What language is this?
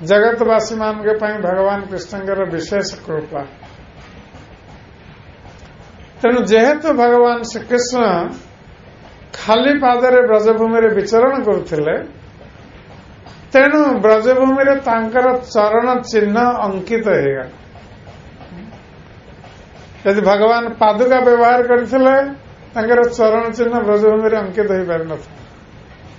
Odia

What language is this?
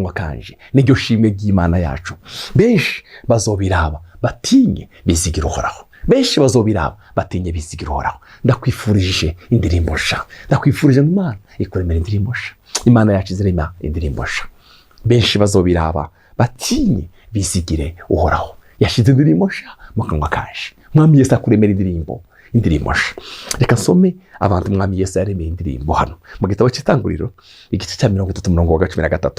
Rundi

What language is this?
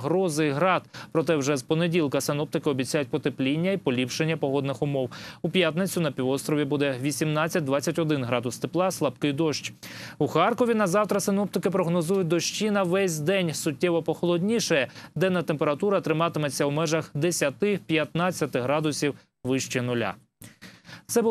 Ukrainian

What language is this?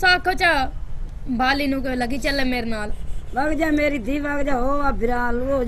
Punjabi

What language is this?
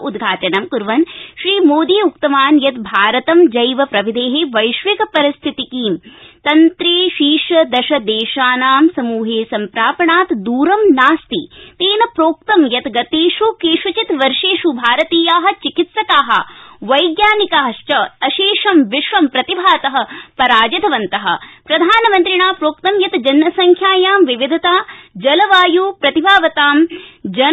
Sanskrit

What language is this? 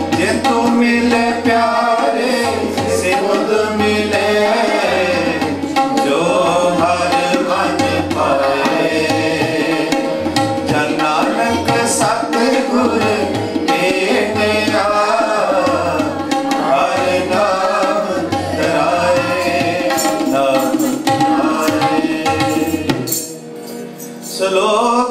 Punjabi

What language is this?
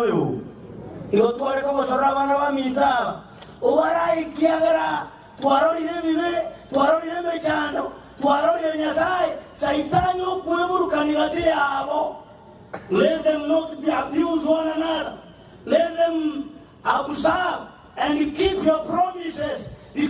Gusii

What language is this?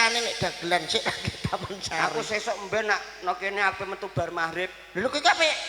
Javanese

